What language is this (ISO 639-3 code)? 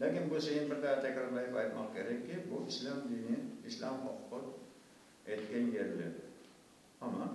crh